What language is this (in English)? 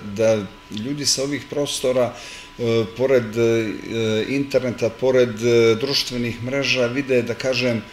Serbian